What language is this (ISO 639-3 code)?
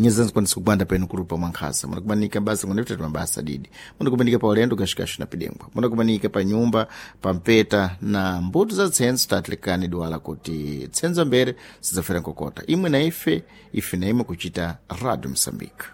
seh